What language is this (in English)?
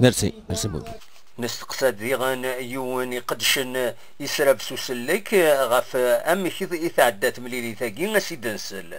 Kabyle